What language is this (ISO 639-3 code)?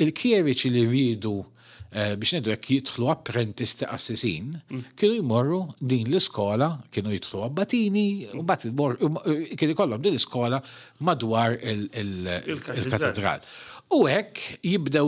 mlt